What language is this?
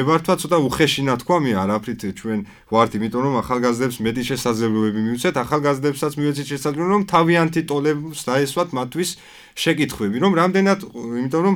Georgian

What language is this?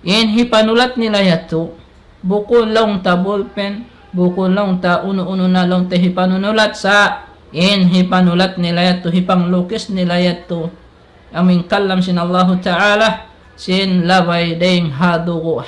Tausug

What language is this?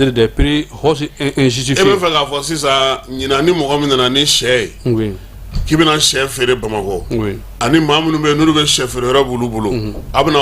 Bambara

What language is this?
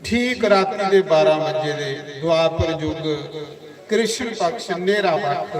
Dogri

